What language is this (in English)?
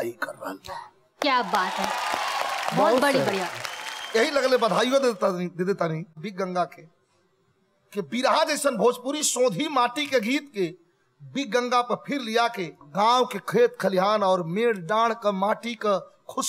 Bhojpuri